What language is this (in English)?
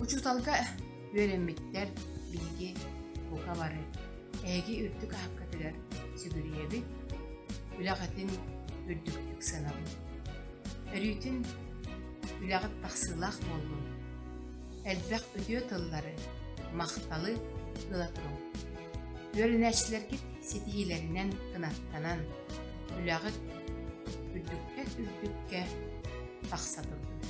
Yakut